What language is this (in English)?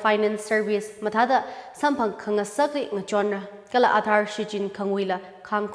Tangkhul Naga (India)